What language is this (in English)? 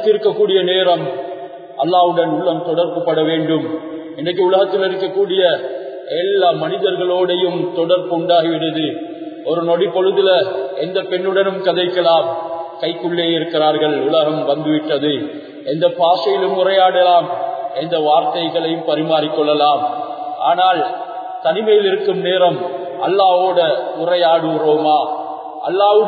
Tamil